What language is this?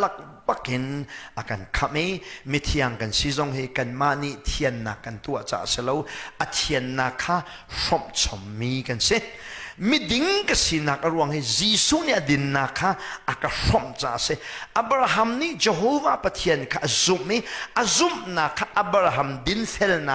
Hakha Chin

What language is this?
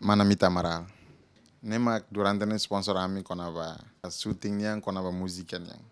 Tetum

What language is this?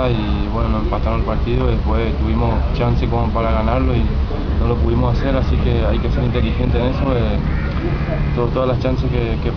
Spanish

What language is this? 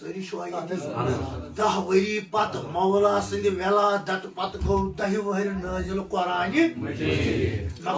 Kashmiri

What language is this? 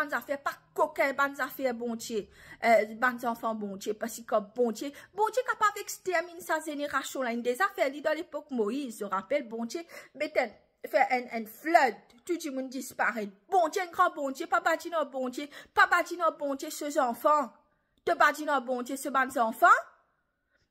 Morisyen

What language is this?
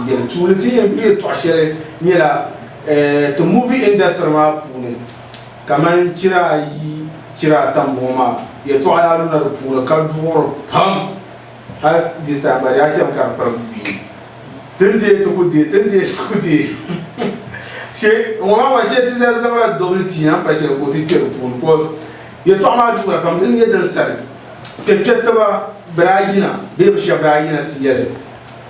Dagbani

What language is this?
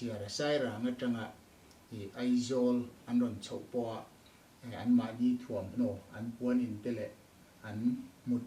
Mizo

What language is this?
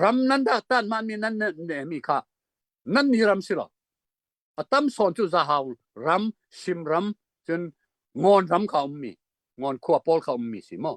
Hakha Chin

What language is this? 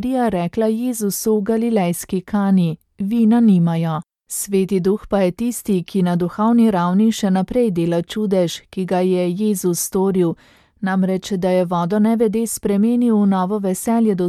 Slovenian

